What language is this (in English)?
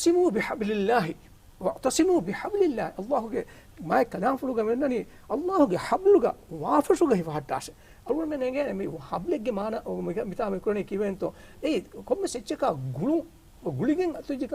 Divehi